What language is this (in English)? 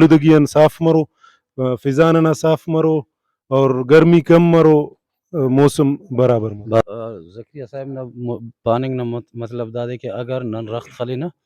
Brahui